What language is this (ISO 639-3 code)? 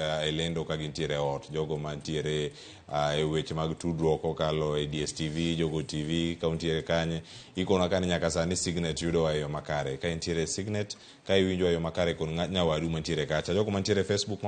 luo